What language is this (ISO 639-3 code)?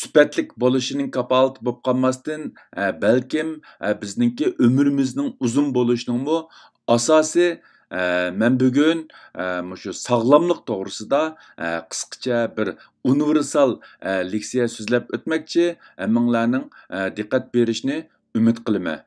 uig